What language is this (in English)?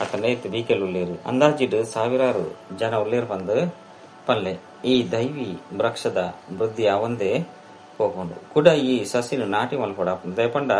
Tulu